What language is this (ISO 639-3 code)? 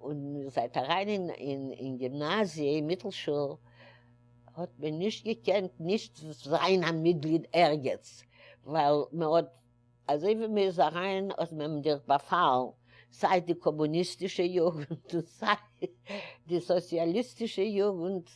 yid